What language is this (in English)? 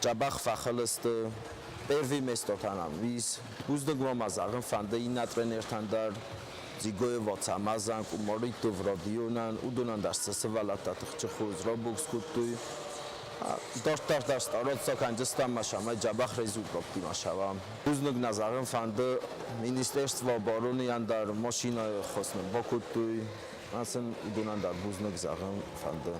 Ossetic